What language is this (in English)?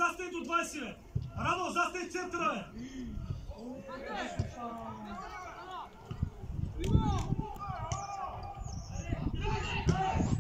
Bulgarian